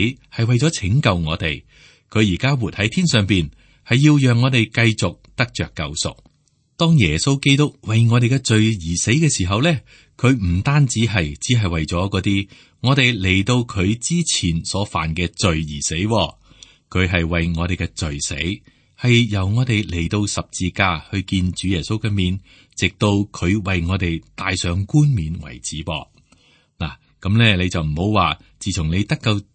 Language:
Cantonese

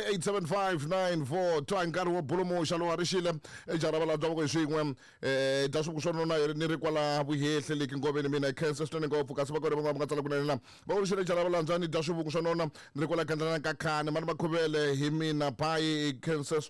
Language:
Tsonga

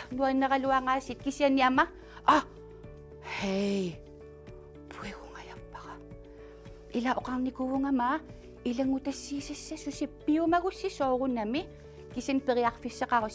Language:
Kalaallisut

